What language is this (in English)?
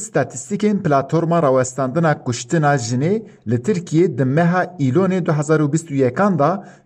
Kurdish